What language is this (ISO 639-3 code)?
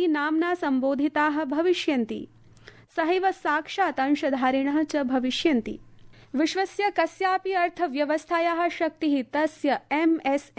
san